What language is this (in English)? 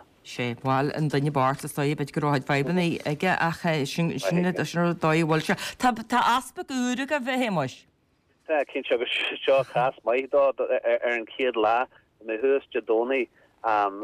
Irish